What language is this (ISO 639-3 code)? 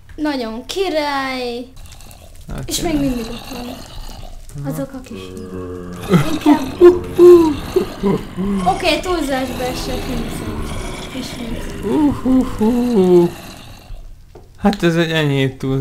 hun